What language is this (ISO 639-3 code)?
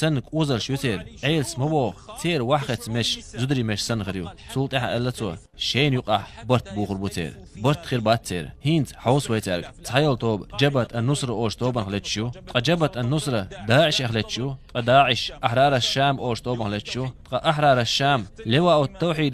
che